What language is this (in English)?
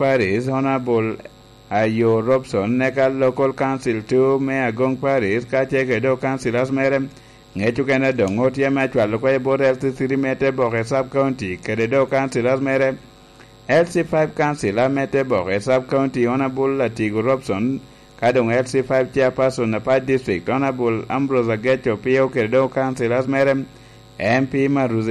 Lango (Uganda)